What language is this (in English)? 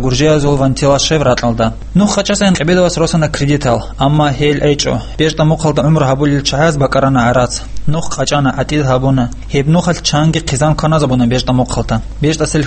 Avaric